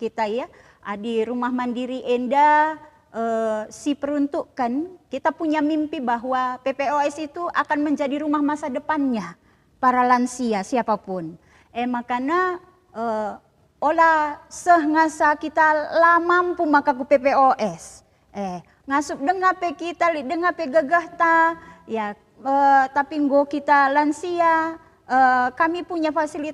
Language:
Batak Karo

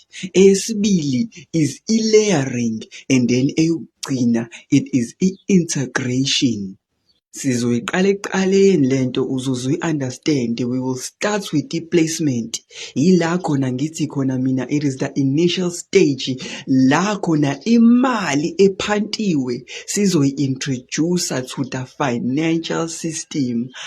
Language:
Zulu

